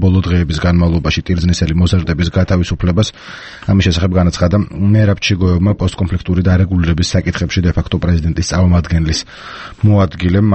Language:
Georgian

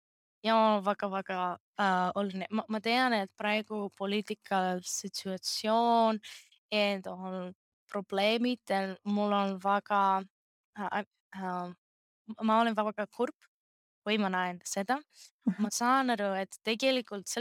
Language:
Estonian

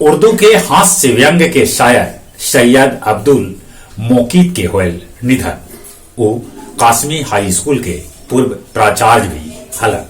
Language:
Magahi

